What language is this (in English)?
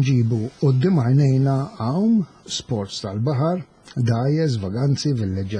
Maltese